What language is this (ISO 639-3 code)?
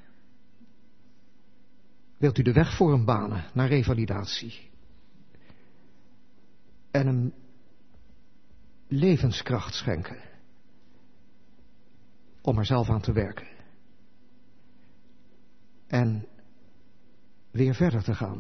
nld